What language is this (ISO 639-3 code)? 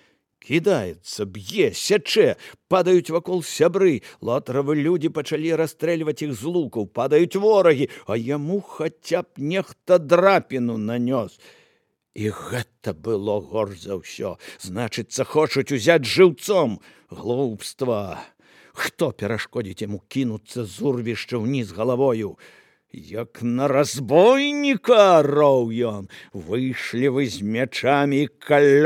bel